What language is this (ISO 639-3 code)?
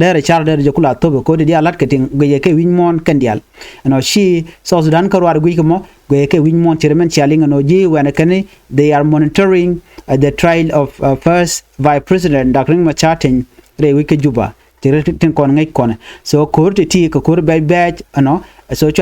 nus